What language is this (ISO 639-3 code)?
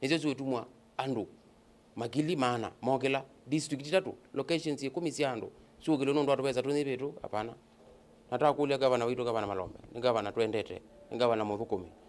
kam